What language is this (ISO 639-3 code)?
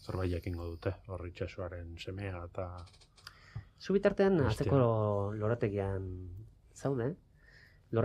eus